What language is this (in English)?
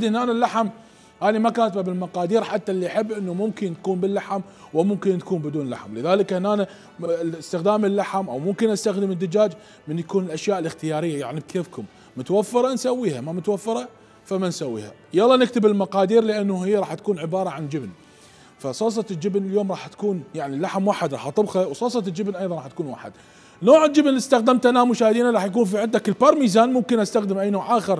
Mesopotamian Arabic